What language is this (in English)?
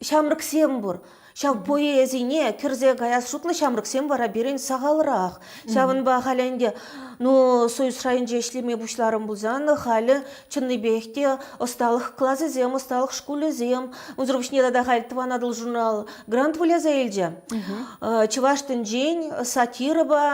Chuvash